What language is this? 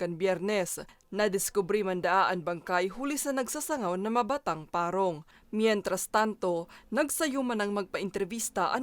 Bikol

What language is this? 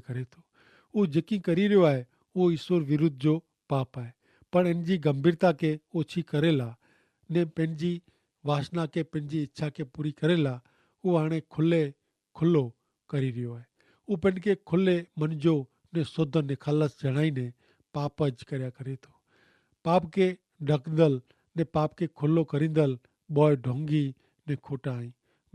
Kachhi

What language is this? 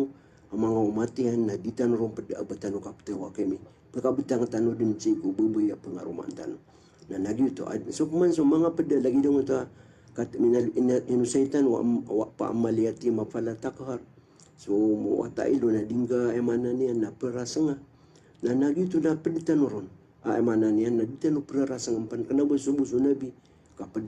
Maranao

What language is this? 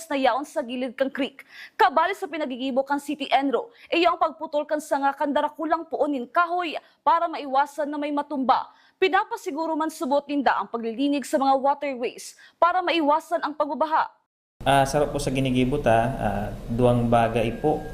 Bikol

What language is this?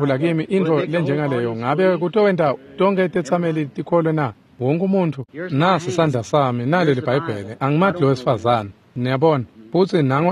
Swati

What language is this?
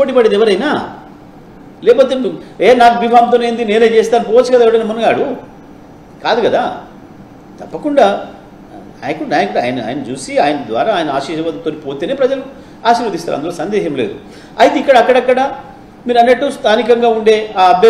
Telugu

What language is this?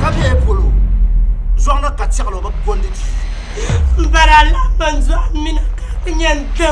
Dagbani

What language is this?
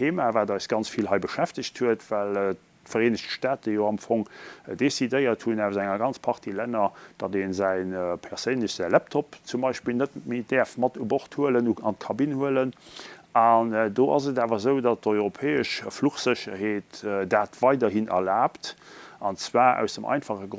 Luxembourgish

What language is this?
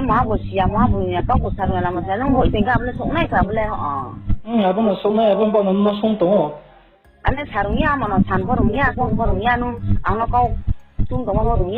Riang (India)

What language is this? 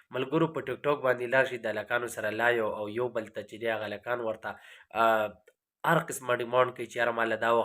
Pashto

